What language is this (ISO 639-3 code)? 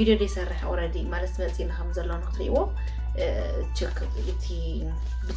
tir